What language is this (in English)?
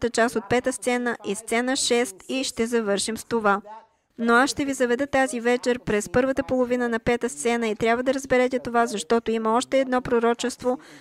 Bulgarian